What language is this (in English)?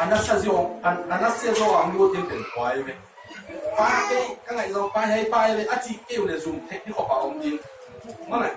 Tedim Chin